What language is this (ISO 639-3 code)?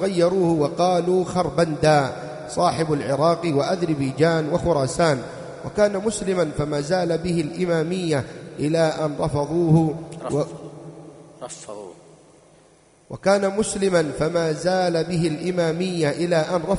ara